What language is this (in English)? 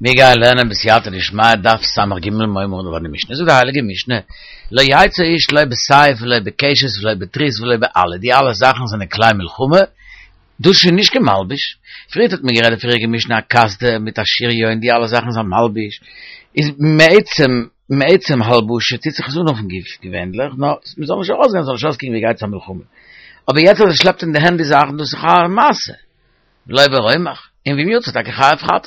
Yiddish